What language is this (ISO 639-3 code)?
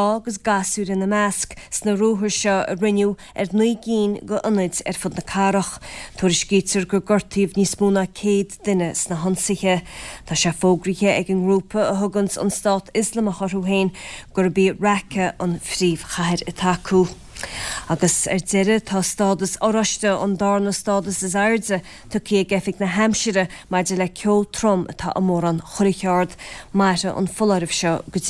gle